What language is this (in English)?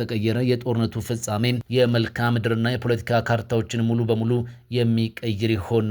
Amharic